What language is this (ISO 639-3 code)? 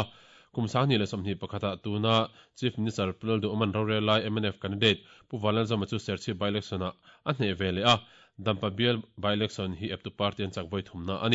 lus